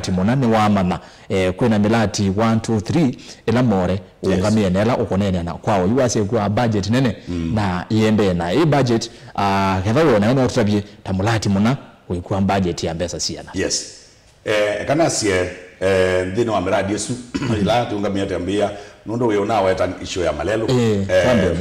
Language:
Kamba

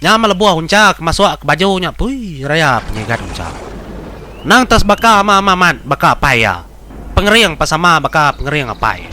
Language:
Iban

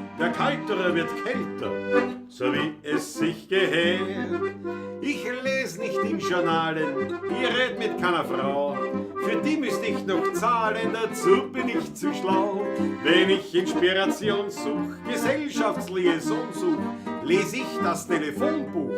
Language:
Bavarian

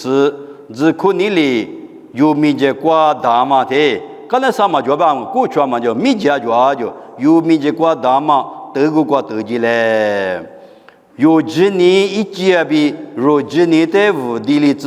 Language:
Lisu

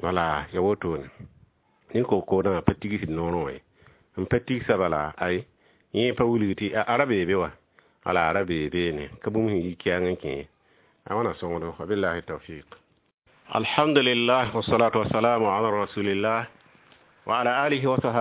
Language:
Mossi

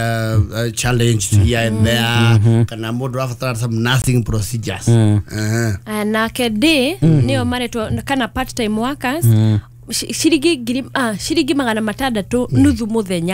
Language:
Kikuyu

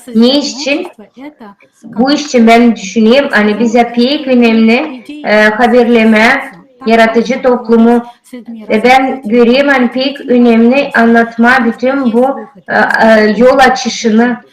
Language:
Gagauz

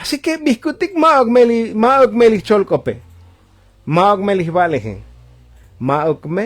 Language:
Tzotzil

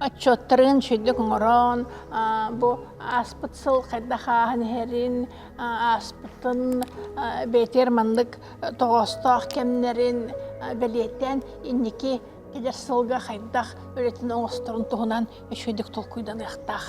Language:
Yakut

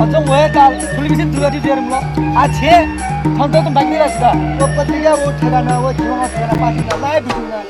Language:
Newari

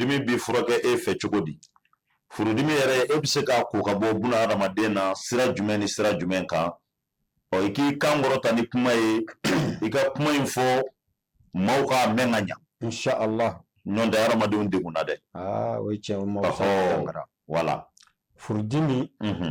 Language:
Bambara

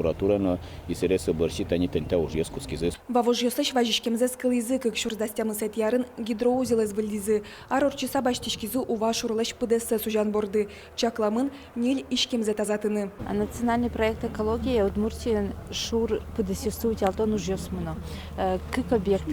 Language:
Udmurt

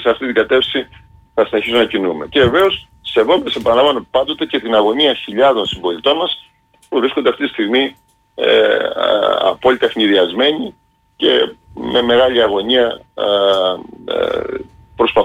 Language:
Greek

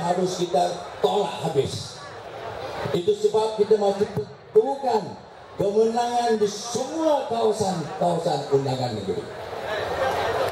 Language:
Malay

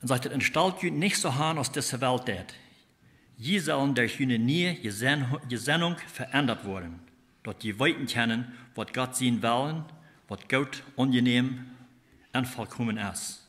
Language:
Plautdietsch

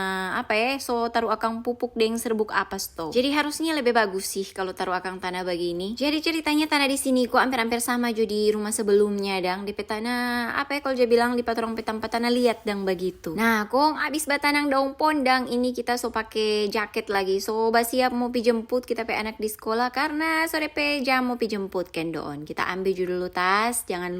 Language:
Manado Malay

